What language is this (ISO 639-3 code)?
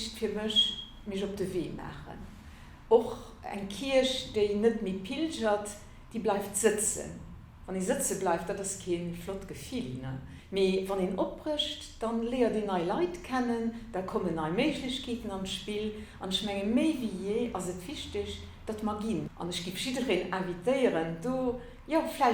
ltz